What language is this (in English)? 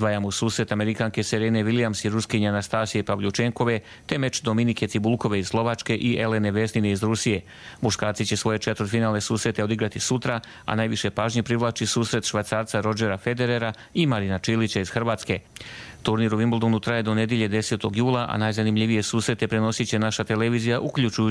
Bosnian